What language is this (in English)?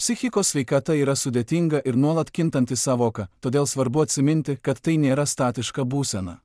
Lithuanian